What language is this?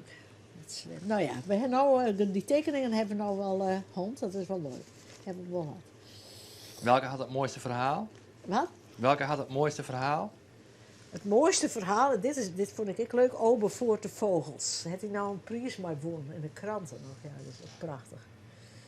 Western Frisian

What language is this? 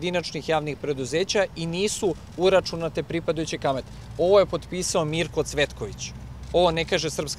Serbian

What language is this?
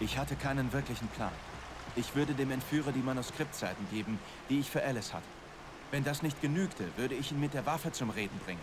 Bavarian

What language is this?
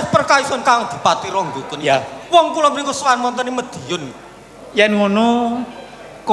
Javanese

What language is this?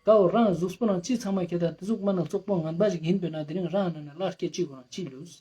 Ladakhi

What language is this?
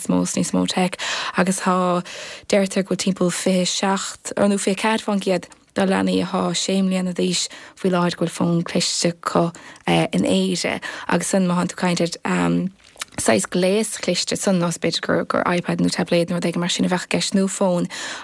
Irish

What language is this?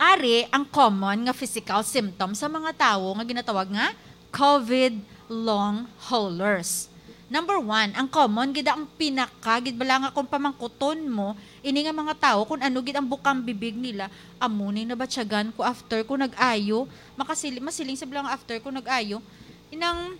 Hiligaynon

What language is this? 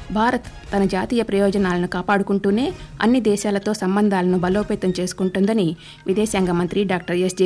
Telugu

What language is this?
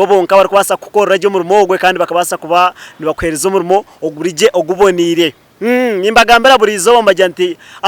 Nyankole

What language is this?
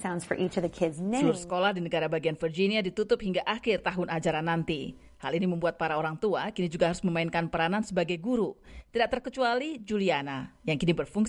Indonesian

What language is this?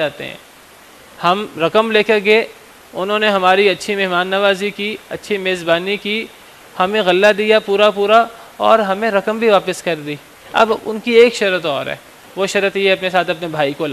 Urdu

